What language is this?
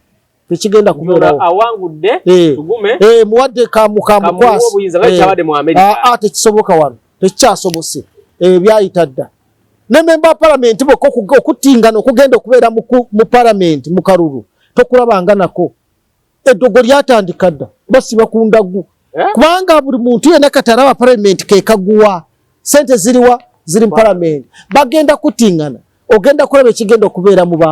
Ganda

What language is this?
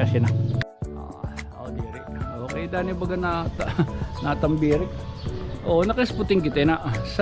Waray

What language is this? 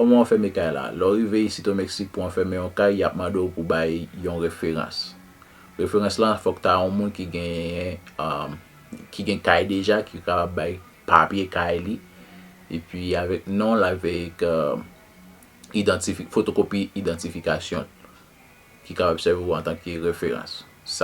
Haitian Creole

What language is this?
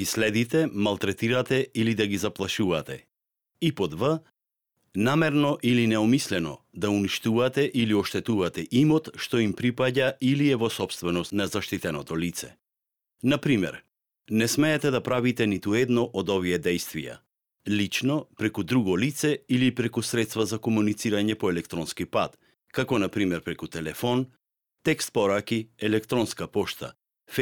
Macedonian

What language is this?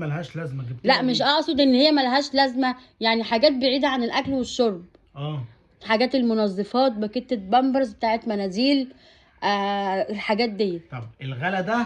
Egyptian Arabic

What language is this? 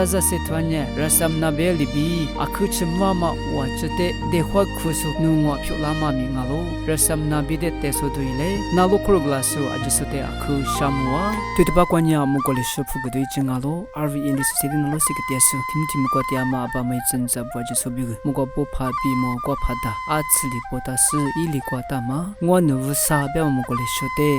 Lisu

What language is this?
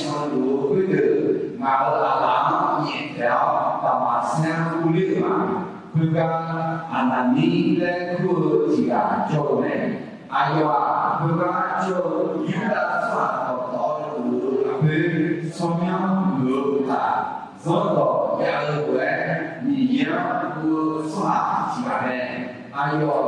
Akha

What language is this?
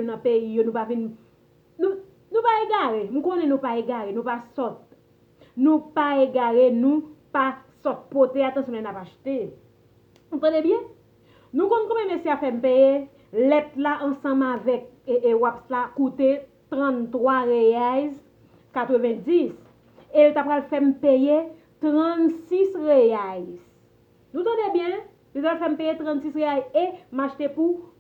Haitian Creole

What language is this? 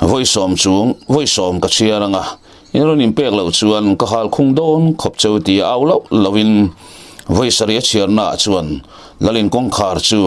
Mizo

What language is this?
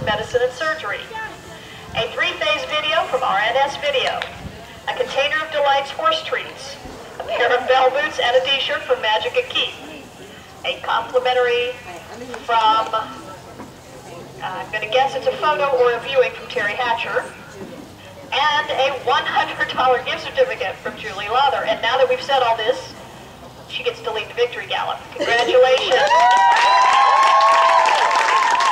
English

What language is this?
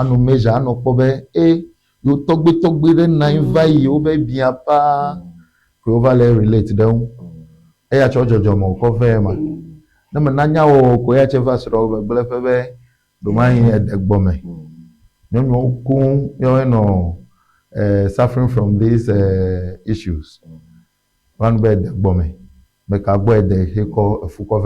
Ewe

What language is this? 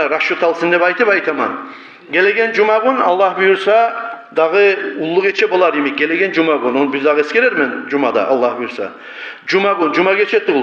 Kumyk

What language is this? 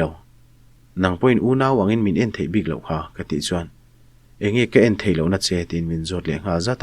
Mizo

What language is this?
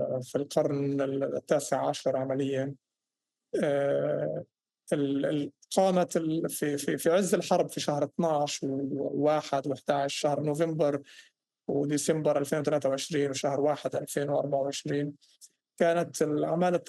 North Levantine Arabic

